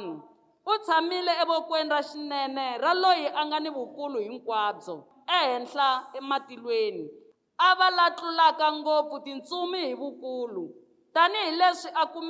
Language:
Tsonga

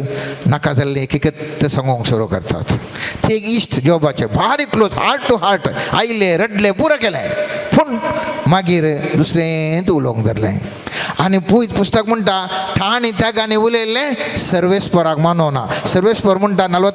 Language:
Konkani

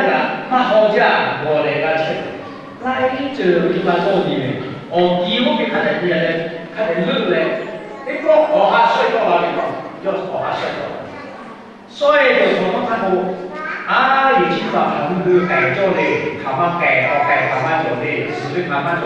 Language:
Lahu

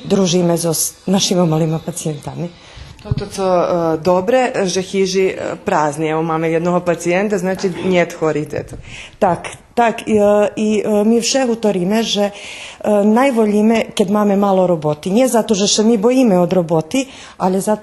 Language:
Rusyn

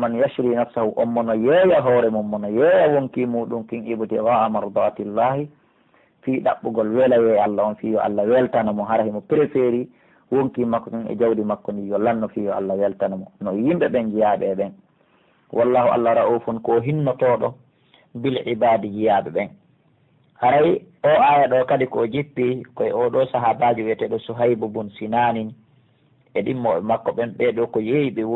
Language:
Pular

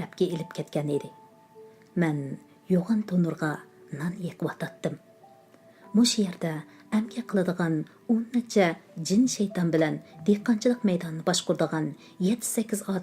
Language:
Uyghur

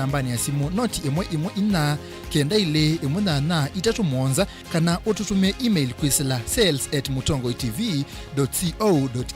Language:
Kamba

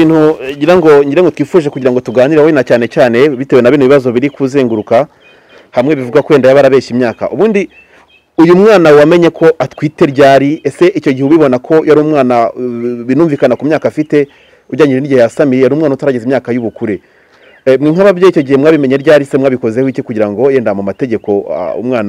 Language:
Kinyarwanda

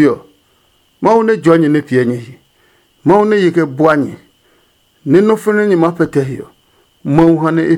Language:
Adangme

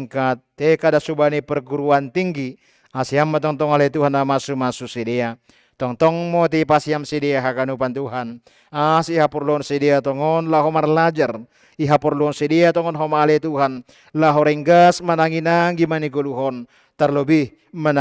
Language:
Batak Simalungun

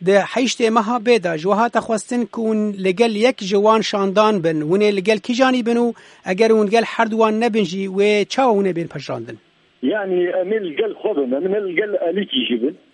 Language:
Kurdish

